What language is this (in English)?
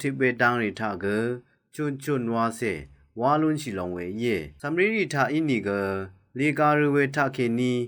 Rawang